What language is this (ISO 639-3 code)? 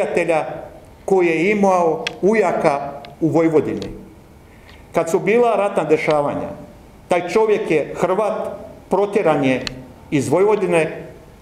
hrv